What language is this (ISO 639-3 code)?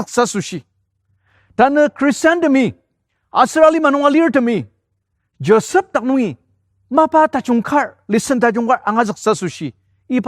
njo